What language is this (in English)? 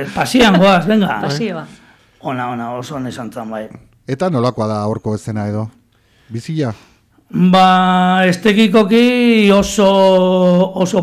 Basque